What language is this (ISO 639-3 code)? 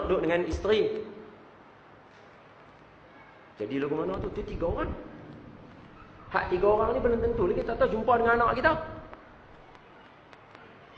msa